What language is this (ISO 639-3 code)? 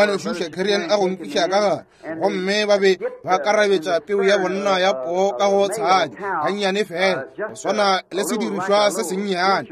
nso